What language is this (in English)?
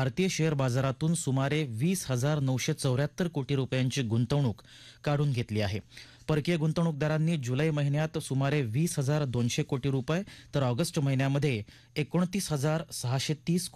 Marathi